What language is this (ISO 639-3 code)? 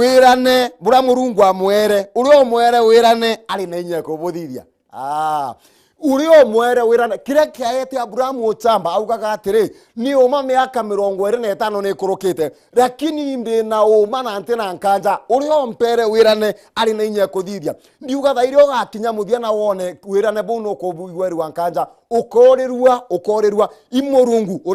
mer